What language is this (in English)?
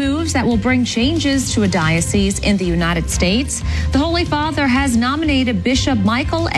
English